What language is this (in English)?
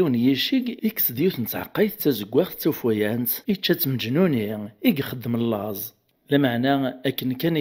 Kabyle